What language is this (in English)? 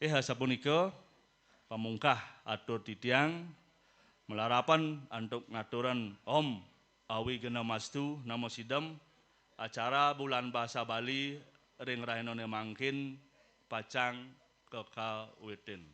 Balinese